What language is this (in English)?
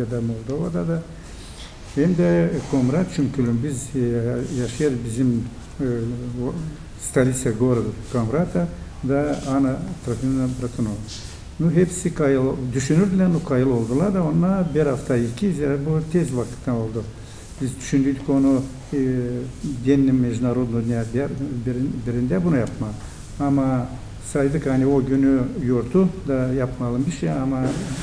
Gagauz